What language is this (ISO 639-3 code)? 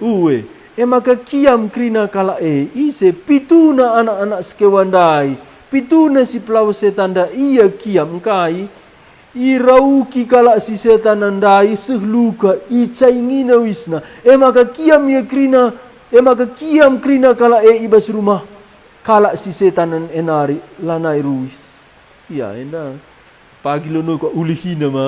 btx